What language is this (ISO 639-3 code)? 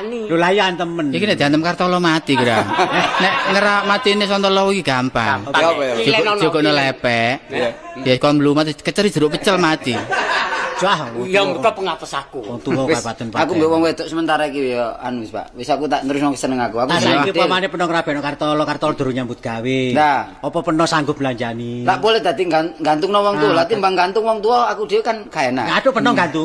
jav